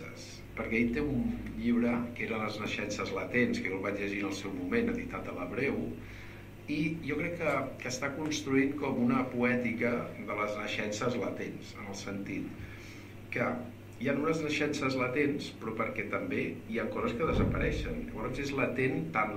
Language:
Catalan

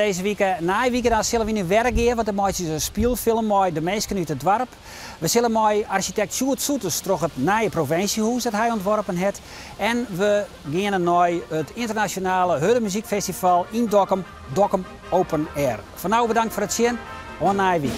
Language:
Western Frisian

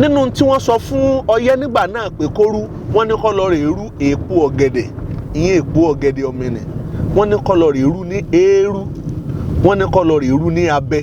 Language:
Yoruba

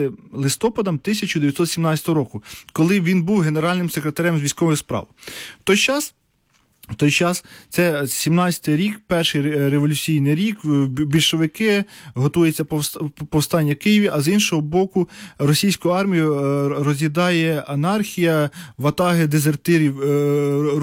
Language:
Ukrainian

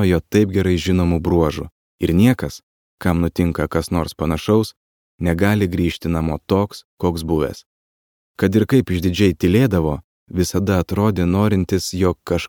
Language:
Lithuanian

